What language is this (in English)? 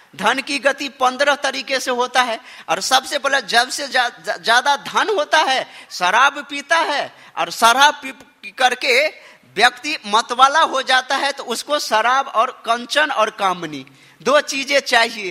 Hindi